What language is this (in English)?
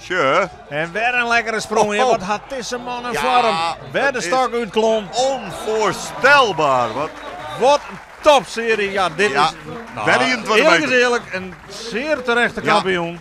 Western Frisian